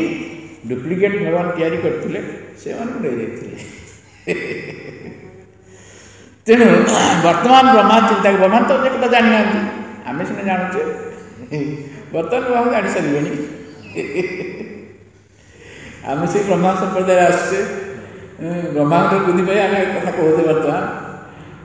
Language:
Odia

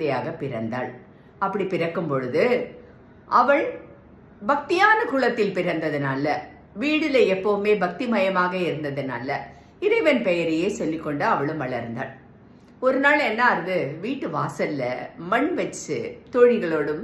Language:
Tamil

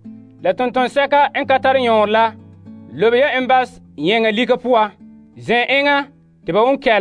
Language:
Frafra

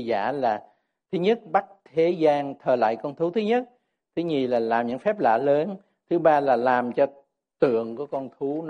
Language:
Vietnamese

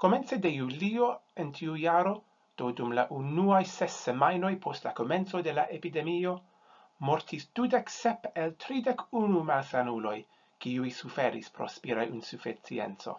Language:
Esperanto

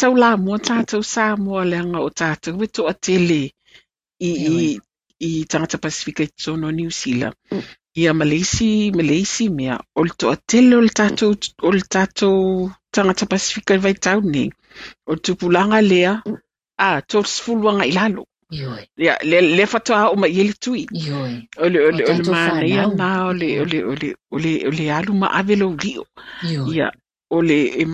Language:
Samoan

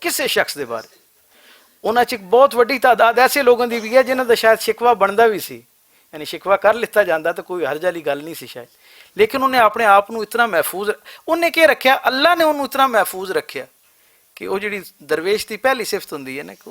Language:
Western Panjabi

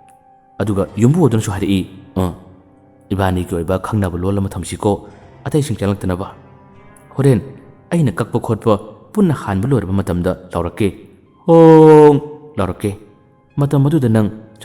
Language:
Manipuri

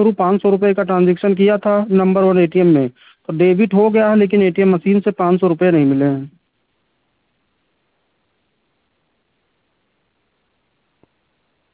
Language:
Hindi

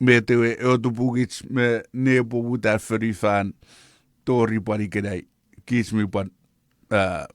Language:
Chuukese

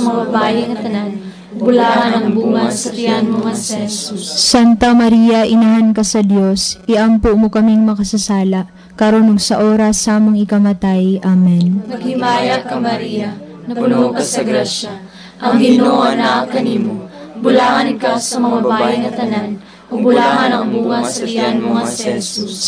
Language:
Cebuano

